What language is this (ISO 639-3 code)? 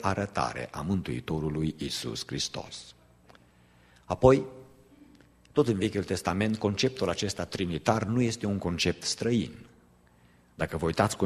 ron